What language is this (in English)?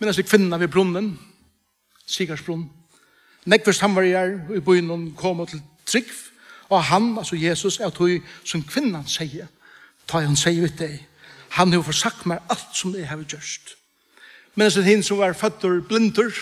Faroese